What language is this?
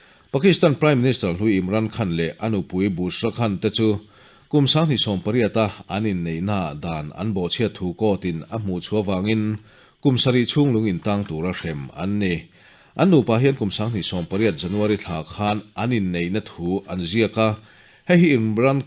Mizo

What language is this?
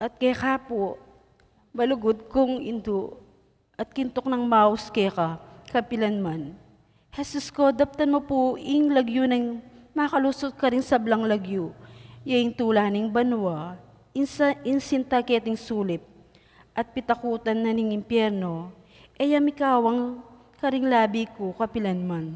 Pampanga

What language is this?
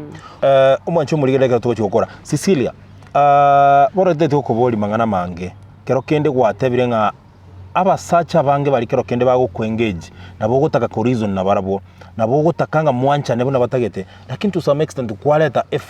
Gusii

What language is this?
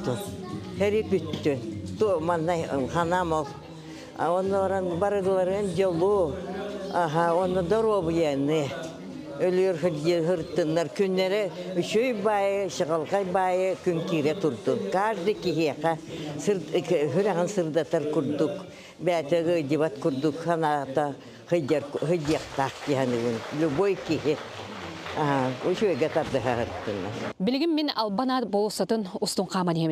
Yakut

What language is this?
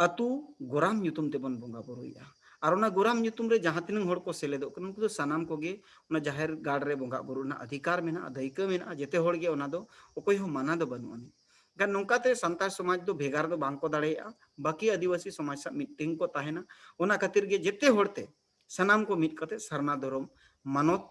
Santali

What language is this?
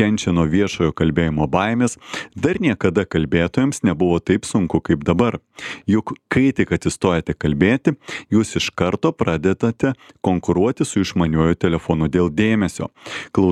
Lithuanian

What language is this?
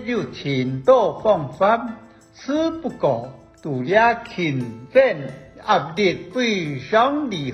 Hakka Chinese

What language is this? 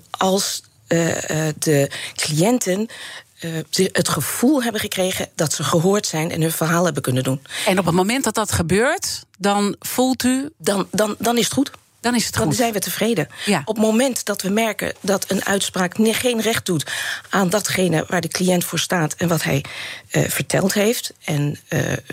Dutch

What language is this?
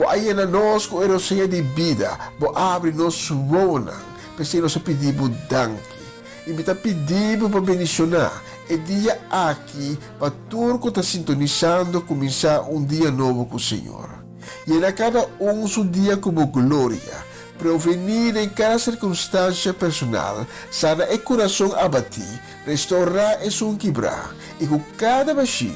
Papiamento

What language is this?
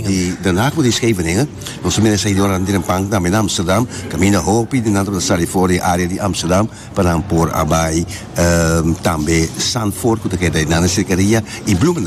Papiamento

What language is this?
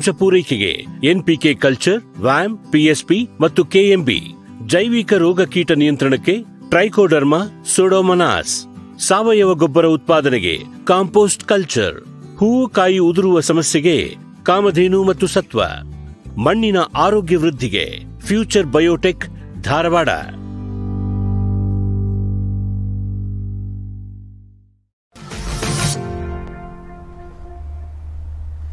Kannada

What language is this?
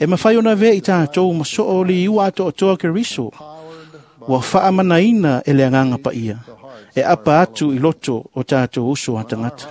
Samoan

